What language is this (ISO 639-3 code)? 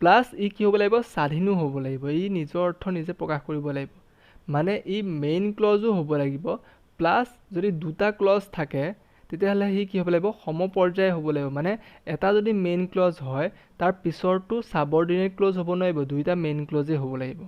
asm